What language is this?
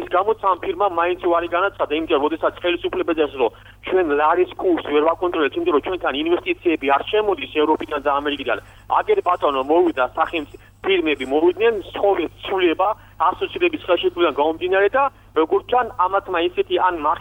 Georgian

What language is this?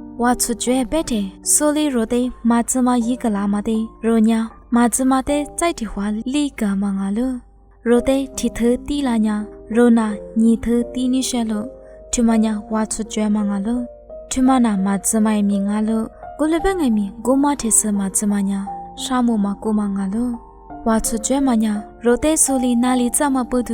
Lisu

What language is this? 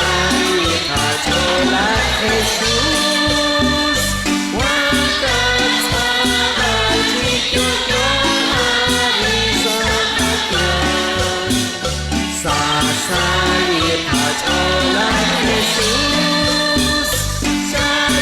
Kekchí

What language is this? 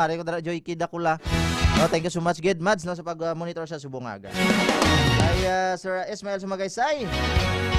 Hiligaynon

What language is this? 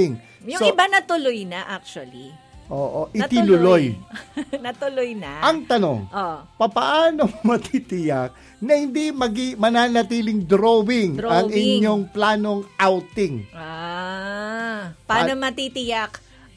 Filipino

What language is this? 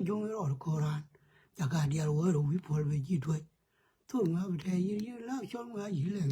Nuer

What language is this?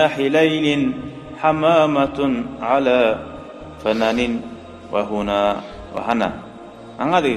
Kumyk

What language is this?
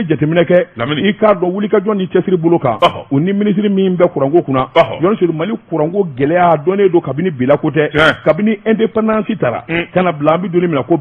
Bambara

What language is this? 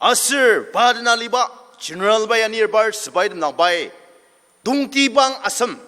Ao Naga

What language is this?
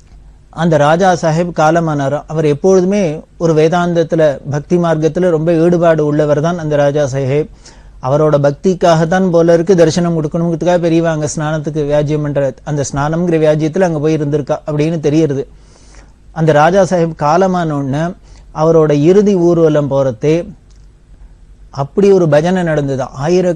Tamil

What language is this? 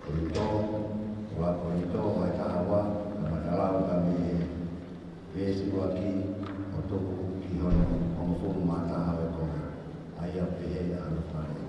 Tongan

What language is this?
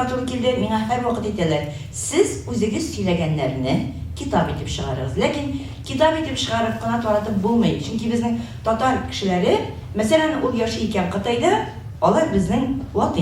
Tatar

